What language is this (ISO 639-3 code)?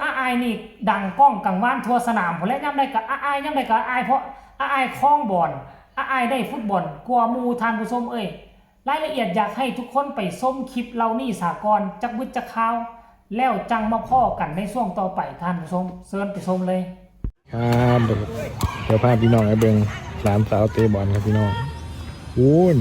tts